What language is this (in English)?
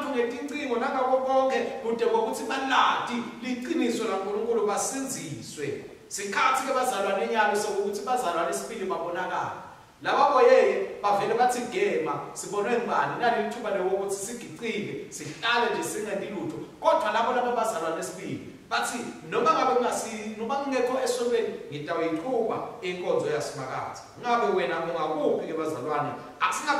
Swati